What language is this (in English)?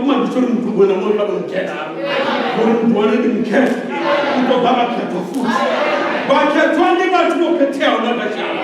Venda